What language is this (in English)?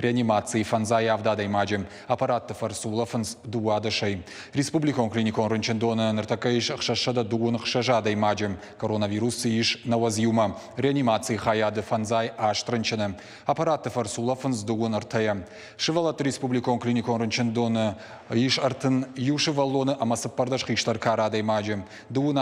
Ossetic